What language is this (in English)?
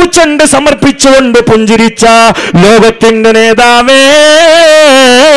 Malayalam